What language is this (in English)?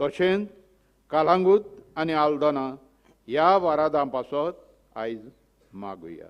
Konkani